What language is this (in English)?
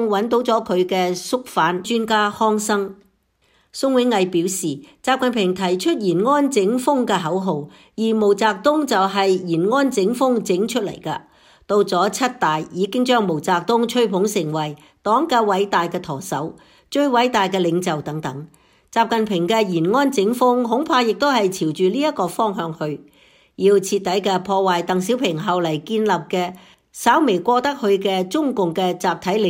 Cantonese